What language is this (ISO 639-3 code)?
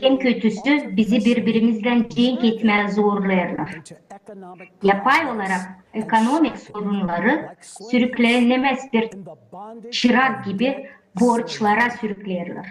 gag